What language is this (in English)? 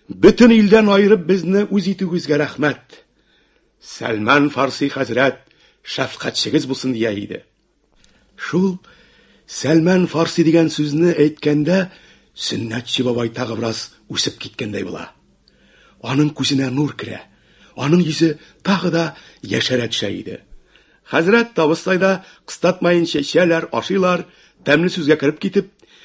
Tatar